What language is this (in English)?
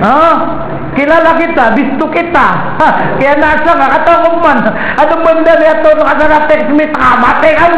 Maranao